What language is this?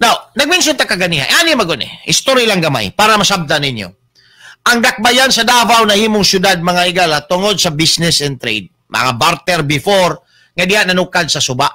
Cebuano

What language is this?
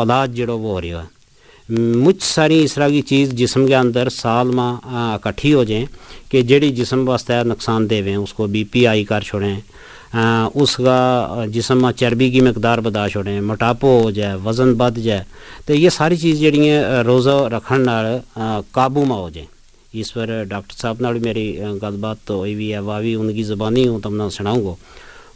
Gujari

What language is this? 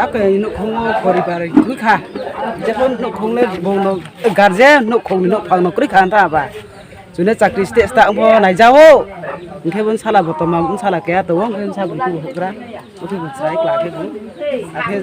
Riang (India)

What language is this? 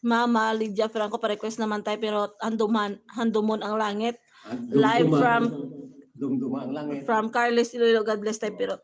Hiligaynon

